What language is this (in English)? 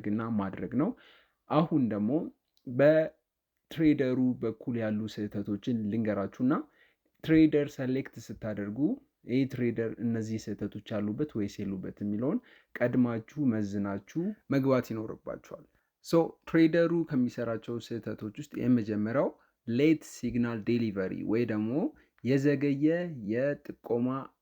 Amharic